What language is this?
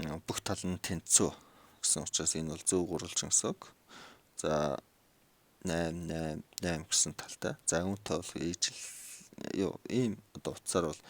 Mongolian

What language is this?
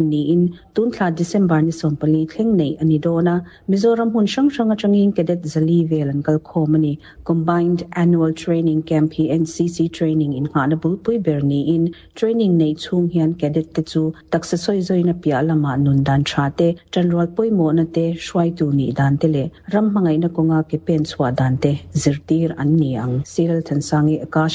Mizo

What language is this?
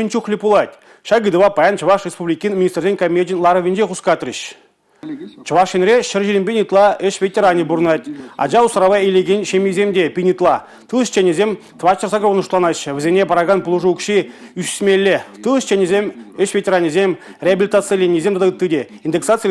Chuvash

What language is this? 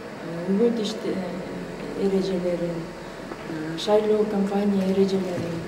Kyrgyz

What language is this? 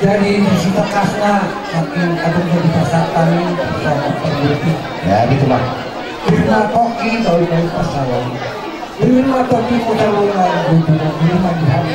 Batak Toba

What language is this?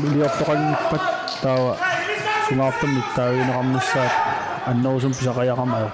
Kalaallisut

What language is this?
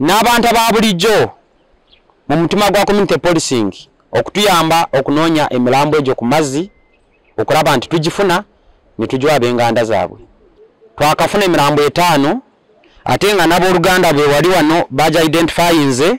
Ganda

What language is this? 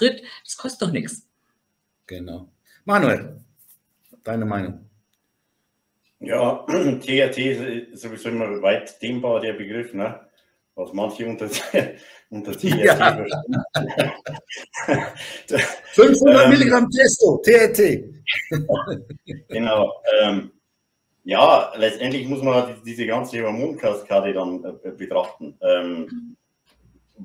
German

